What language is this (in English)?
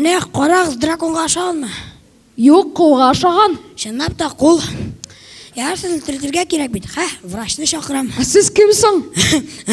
Tatar